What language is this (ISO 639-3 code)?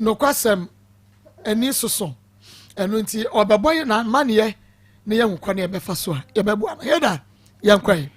aka